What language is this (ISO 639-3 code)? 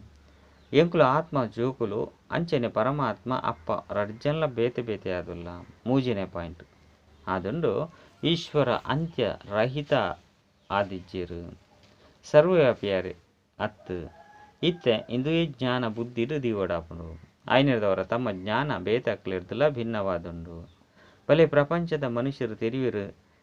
tcy